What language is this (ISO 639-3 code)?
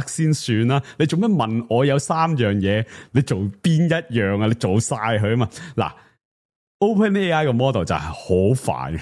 yue